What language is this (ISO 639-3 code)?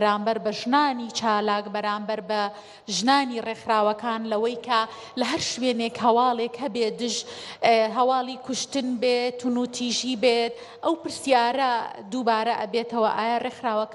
ckb